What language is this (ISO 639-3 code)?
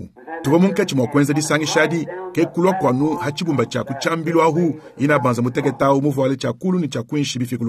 lua